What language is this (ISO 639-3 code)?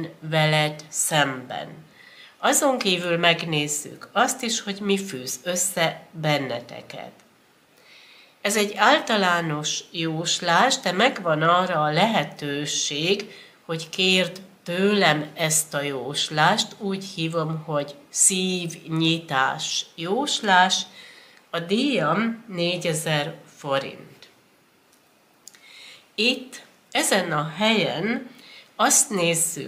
hun